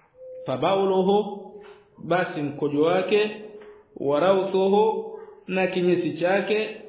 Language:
Swahili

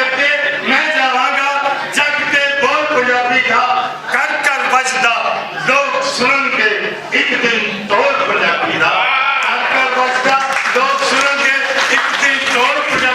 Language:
Western Panjabi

